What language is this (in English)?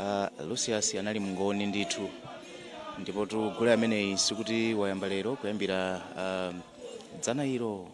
Nyanja